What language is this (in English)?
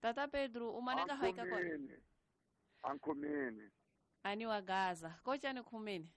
Tsonga